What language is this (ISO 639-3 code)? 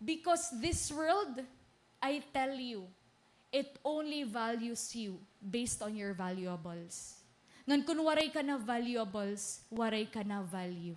war